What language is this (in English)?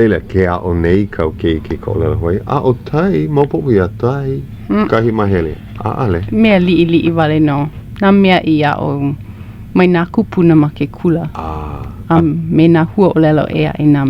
Hawaiian